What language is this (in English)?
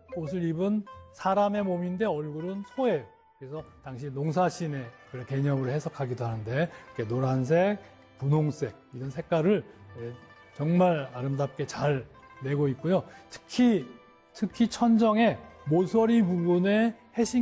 Korean